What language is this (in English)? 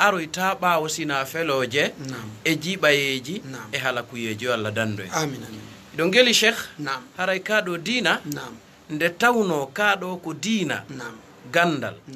Fula